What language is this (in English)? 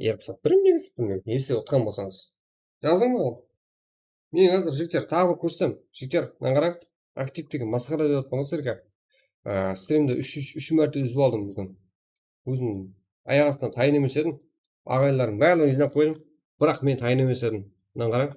Kara-Kalpak